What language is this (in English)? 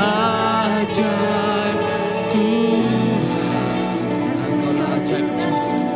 Iban